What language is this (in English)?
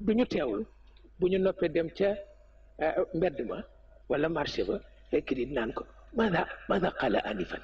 Wolof